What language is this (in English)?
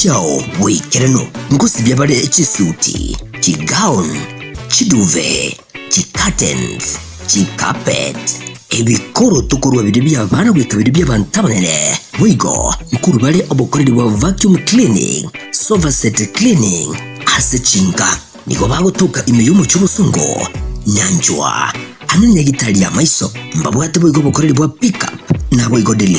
Gusii